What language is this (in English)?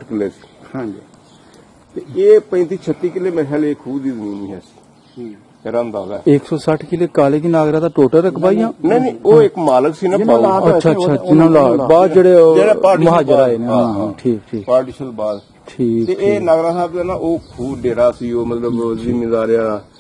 Punjabi